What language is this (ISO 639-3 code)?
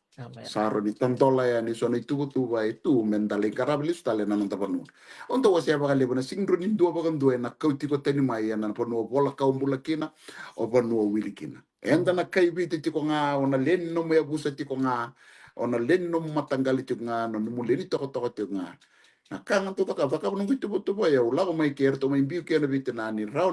fij